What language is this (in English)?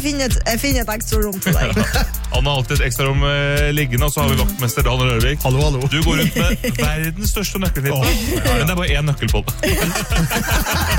Norwegian